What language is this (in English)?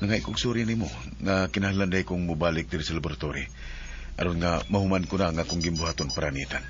Cebuano